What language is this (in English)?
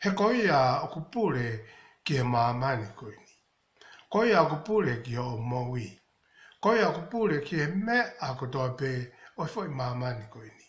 Tongan